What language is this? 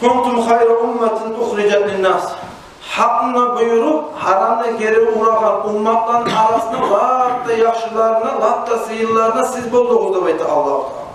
Kumyk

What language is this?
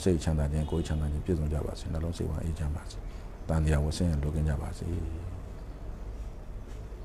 Burmese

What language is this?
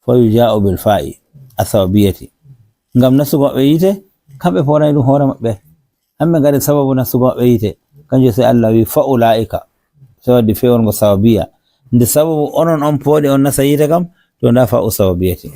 Fula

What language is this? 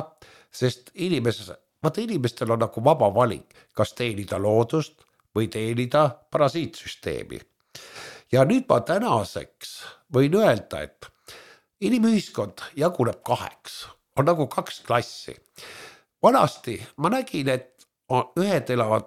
Estonian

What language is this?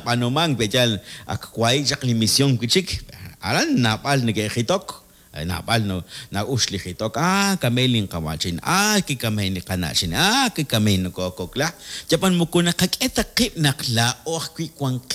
Kekchí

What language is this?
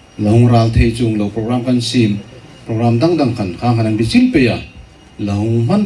Hmar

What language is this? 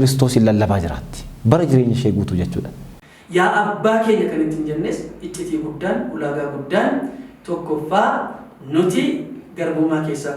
Oromo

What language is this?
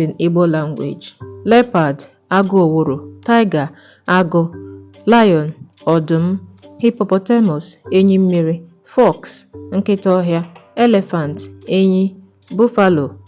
Igbo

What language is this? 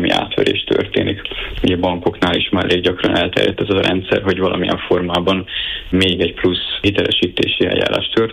Hungarian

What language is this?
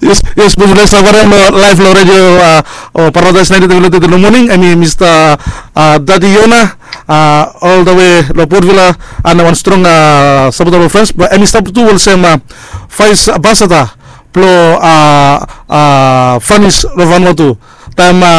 Bislama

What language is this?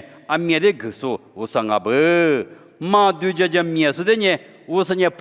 Lisu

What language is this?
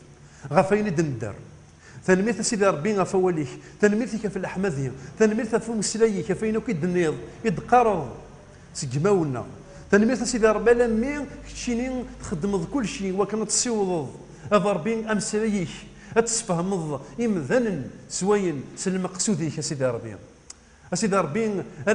Kabyle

